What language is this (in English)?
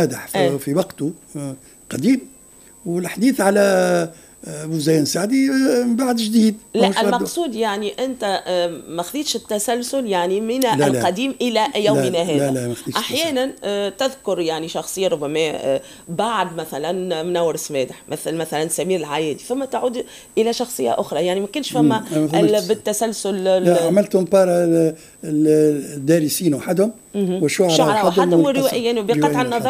Tunisian Arabic